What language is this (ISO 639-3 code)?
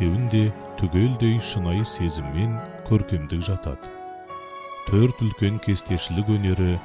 kaz